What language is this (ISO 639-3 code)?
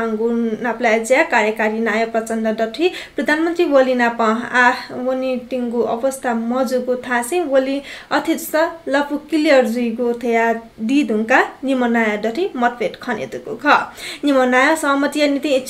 new